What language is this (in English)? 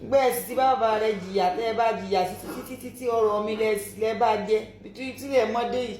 Yoruba